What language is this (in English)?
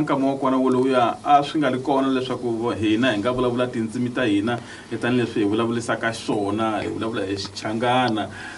Tsonga